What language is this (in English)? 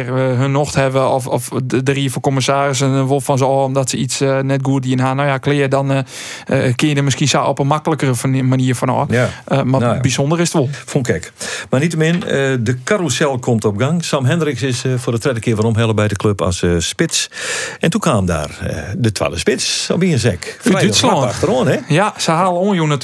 Western Frisian